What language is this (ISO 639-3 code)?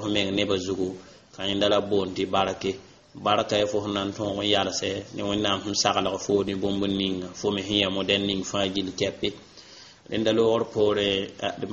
mos